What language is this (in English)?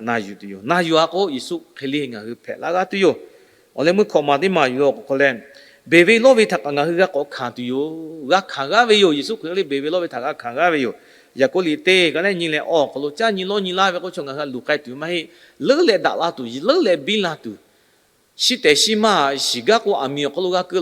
Lahu